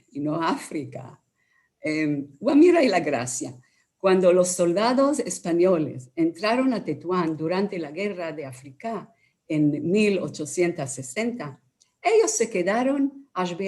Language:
Ladino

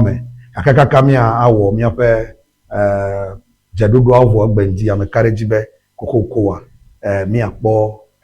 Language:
Ewe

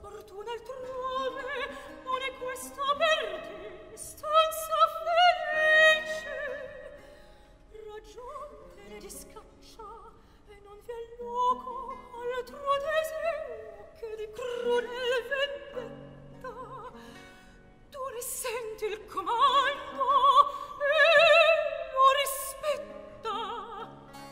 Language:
Italian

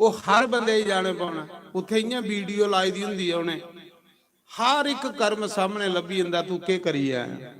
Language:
Dogri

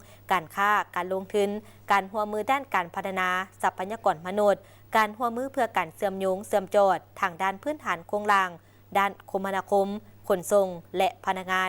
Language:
Lao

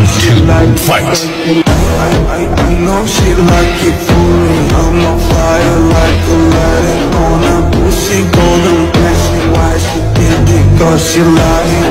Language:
English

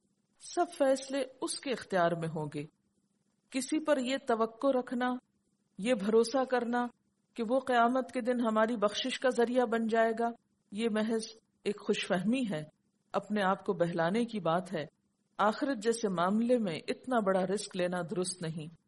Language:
Urdu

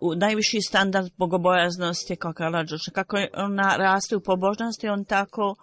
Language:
Bosnian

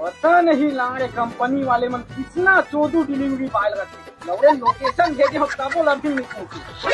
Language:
Chhattisgarhi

